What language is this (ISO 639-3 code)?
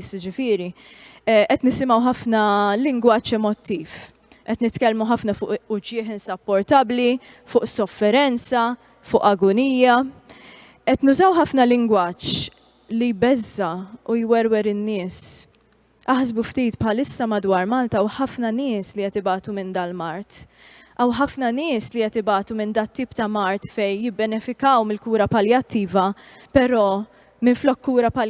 mlt